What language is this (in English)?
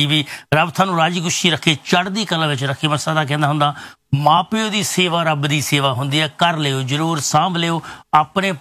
Punjabi